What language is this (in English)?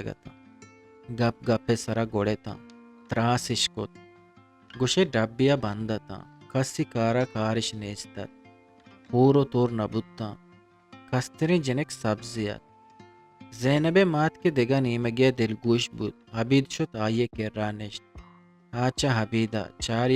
Eastern Balochi